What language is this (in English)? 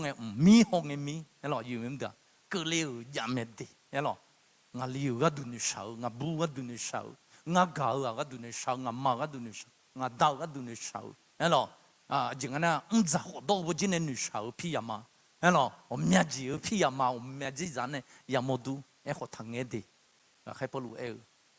Akha